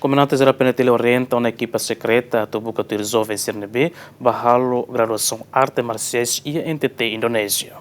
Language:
Tetum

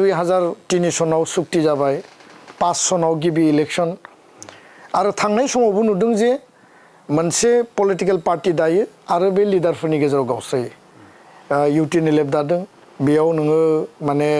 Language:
Bodo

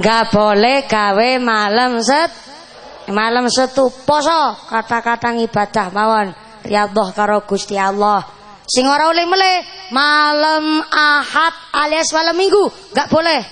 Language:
Javanese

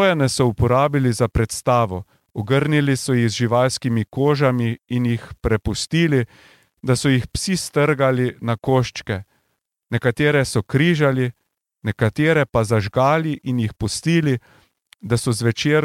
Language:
Slovenian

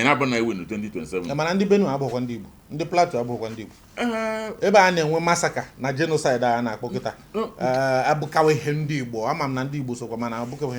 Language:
Igbo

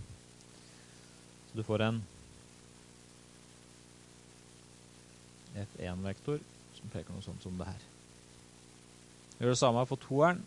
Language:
Norwegian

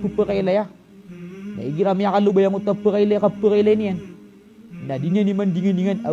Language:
Maranao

